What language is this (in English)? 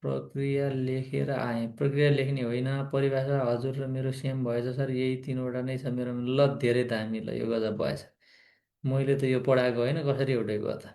Nepali